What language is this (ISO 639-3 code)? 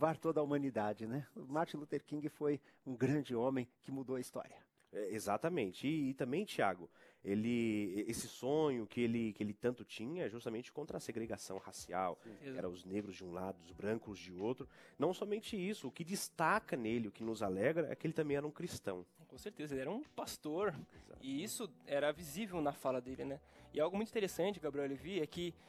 por